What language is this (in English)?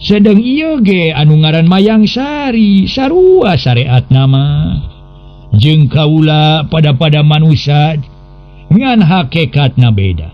Sundanese